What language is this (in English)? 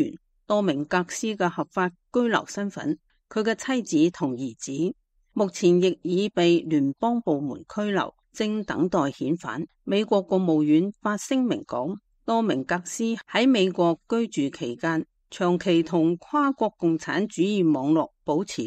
Cantonese